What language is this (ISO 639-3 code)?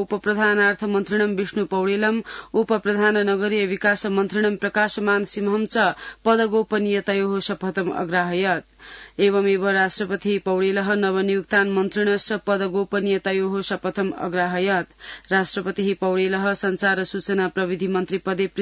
san